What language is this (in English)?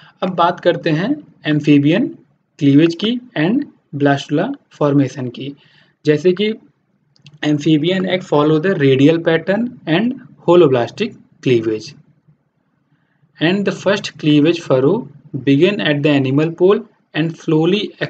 Hindi